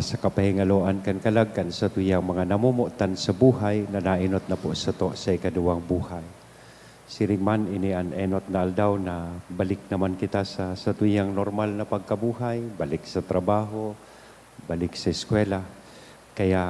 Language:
Bikol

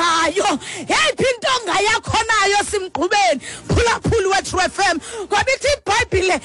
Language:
Xhosa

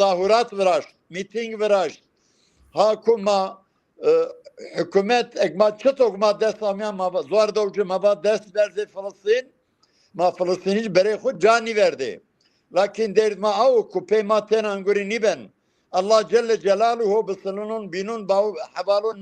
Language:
Zaza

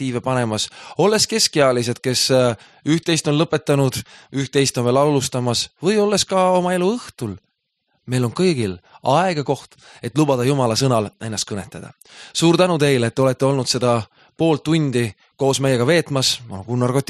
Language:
Estonian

